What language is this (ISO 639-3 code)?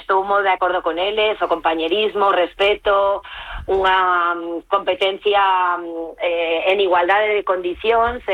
glg